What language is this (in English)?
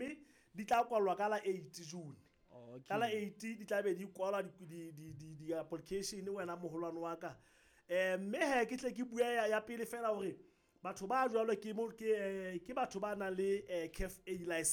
Southern Sotho